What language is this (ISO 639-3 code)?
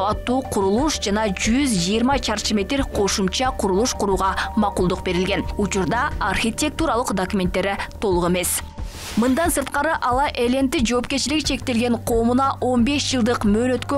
kir